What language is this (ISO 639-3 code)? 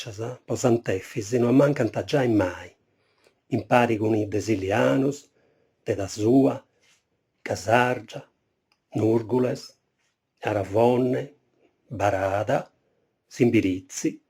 srd